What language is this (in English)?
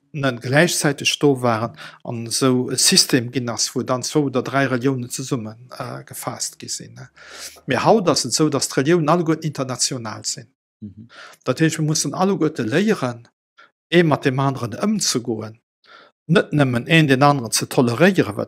Luxembourgish